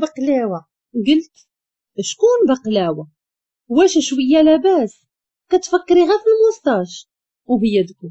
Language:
Moroccan Arabic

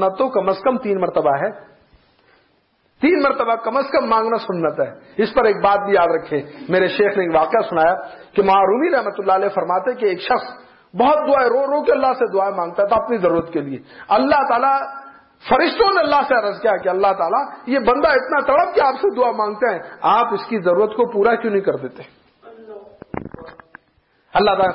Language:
Urdu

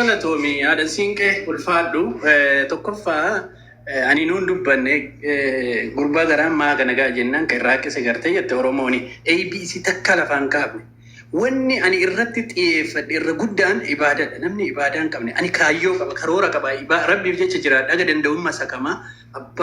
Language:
Oromo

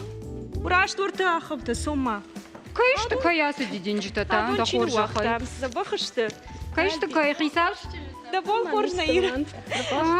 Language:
Ossetic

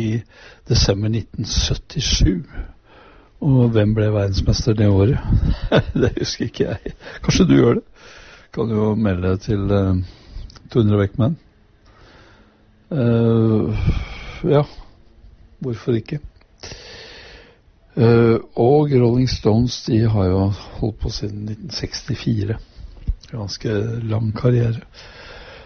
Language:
Norwegian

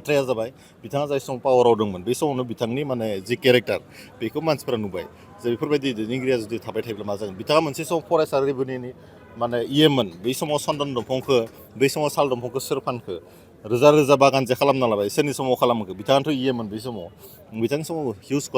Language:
Bodo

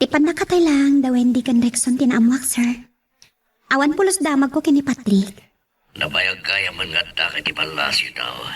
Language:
Iloko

